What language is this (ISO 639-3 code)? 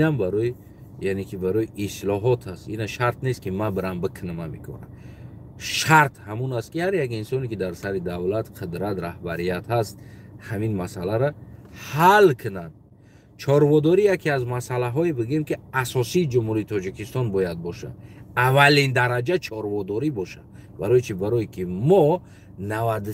tgk